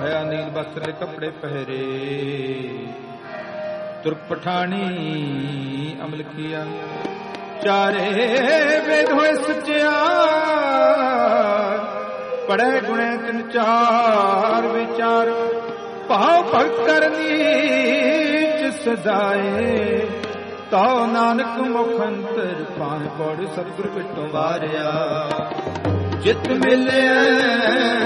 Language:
Punjabi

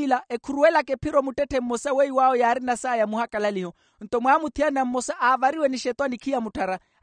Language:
Makhuwa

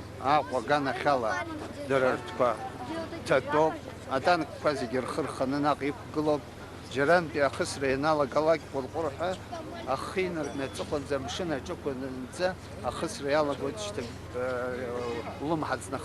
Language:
Abkhazian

